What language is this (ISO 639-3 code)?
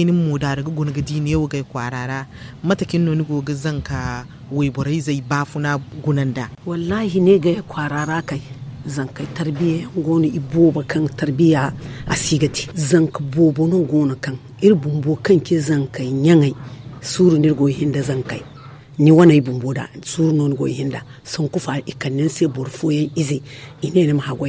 dje